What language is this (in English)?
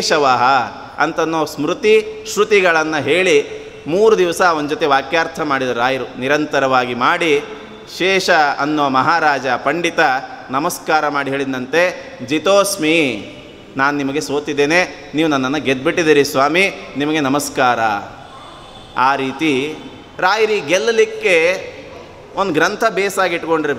Kannada